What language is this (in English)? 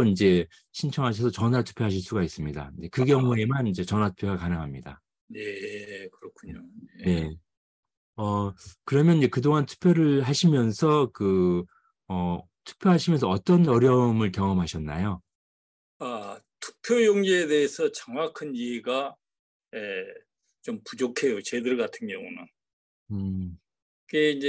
Korean